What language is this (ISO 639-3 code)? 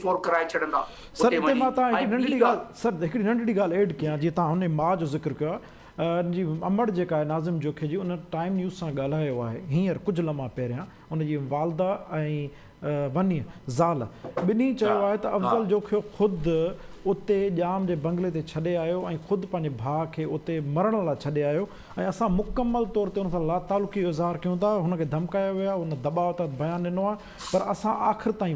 snd